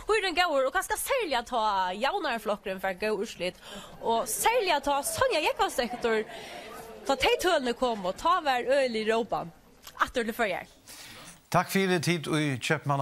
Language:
Faroese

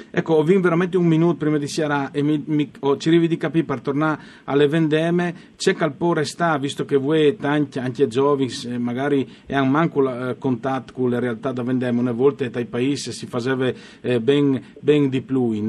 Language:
Friulian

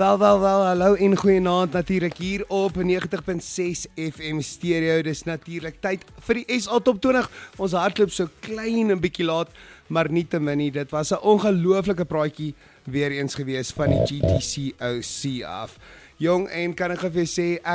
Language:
Afrikaans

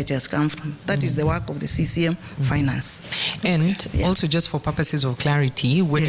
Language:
Swahili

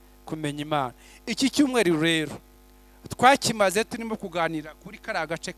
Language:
Kinyarwanda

